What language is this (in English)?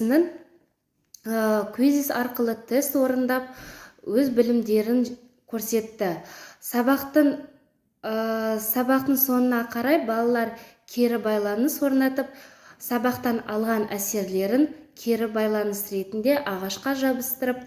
Kazakh